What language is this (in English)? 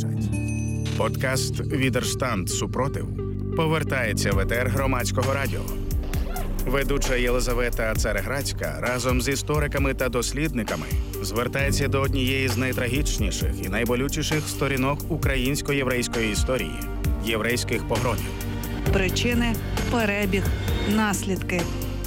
Ukrainian